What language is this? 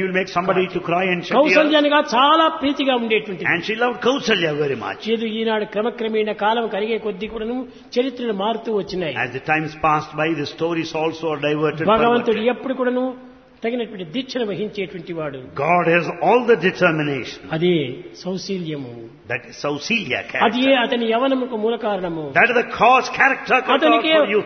Telugu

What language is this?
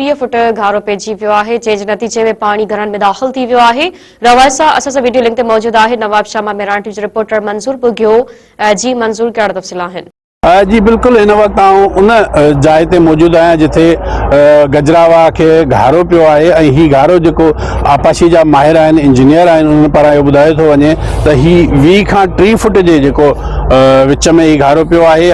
Sindhi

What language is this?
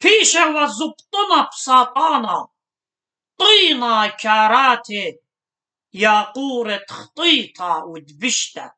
Assyrian Neo-Aramaic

